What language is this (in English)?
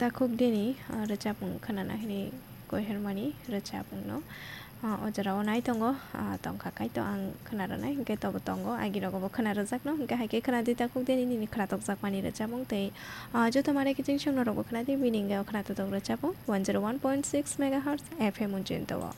Kok Borok